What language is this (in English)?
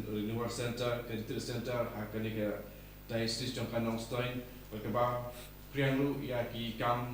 Khasi